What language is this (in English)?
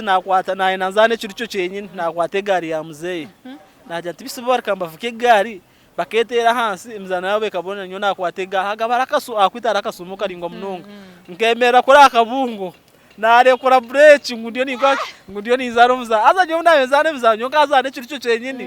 Nyankole